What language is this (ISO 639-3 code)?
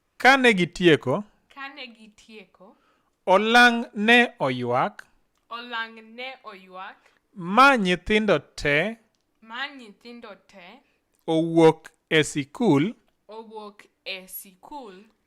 luo